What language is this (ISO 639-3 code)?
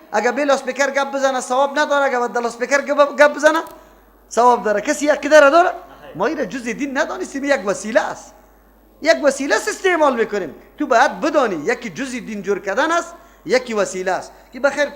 fas